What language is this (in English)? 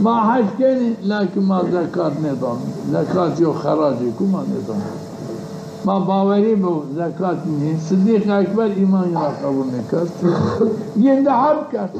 Zaza